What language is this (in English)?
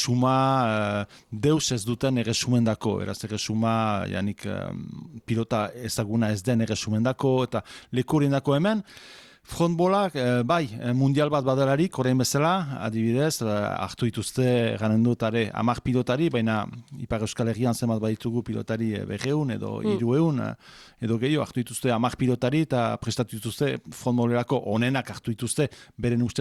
Basque